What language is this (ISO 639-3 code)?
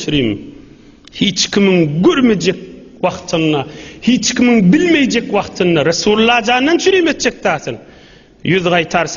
tuk